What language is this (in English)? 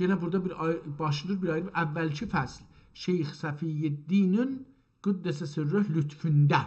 South Azerbaijani